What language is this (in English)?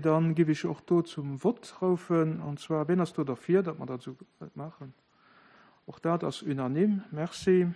Luxembourgish